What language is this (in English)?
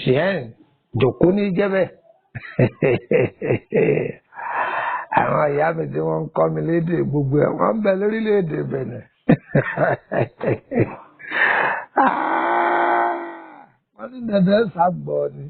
Yoruba